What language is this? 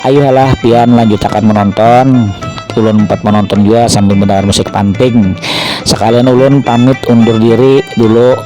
Banjar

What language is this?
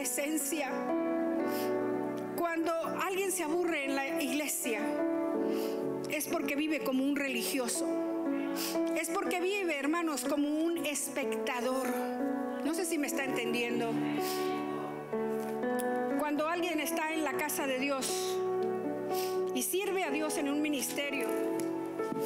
Spanish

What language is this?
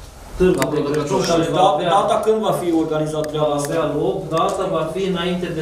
Romanian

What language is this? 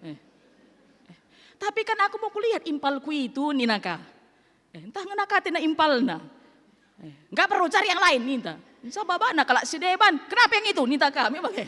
Batak Karo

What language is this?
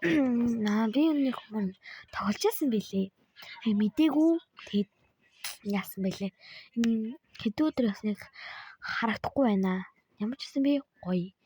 Mongolian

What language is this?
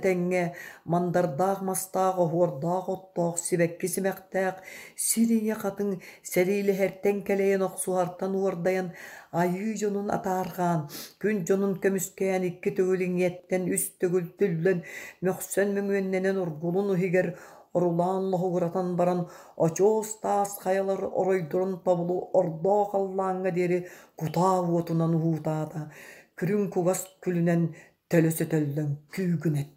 Yakut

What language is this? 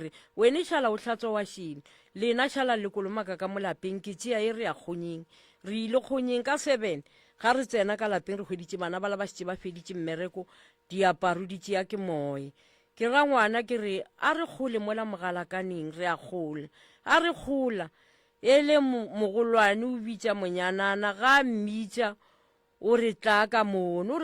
Northern Sotho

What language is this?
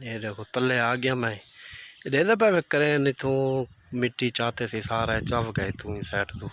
Saraiki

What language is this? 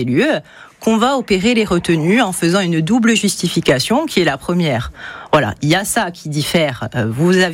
French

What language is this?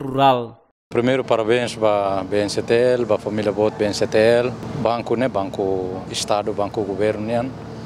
Tetum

